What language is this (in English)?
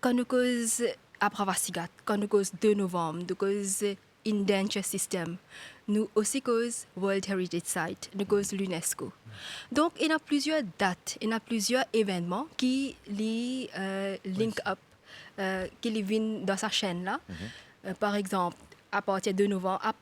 Morisyen